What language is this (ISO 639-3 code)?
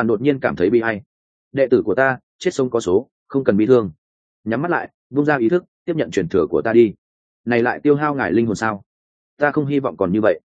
vie